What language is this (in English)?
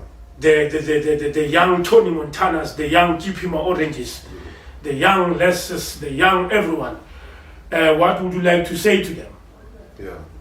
Zulu